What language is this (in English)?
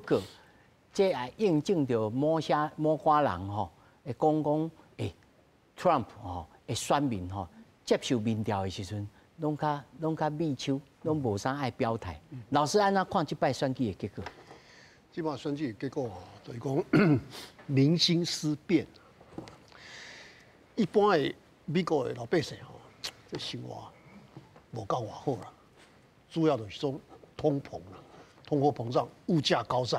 Min Nan Chinese